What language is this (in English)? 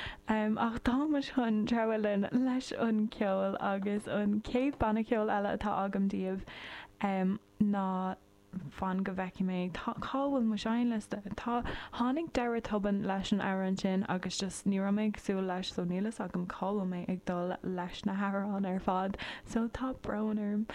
Irish